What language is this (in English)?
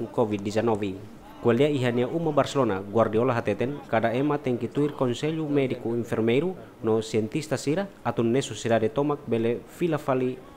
Tetum